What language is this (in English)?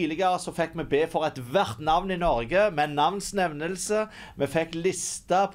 Norwegian